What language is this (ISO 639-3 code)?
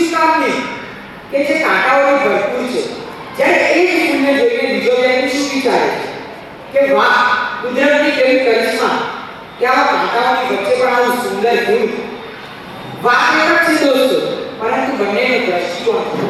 guj